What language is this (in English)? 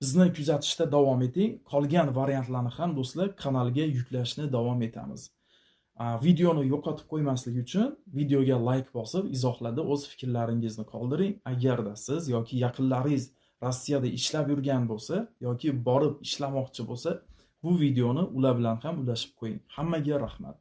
Uzbek